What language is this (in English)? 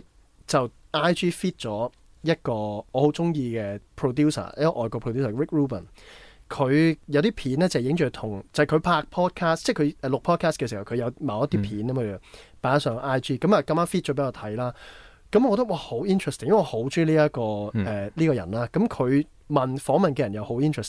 Cantonese